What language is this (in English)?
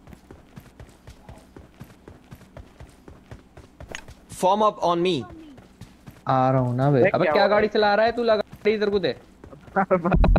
Hindi